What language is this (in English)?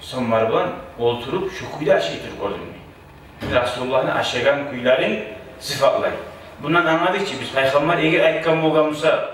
Kumyk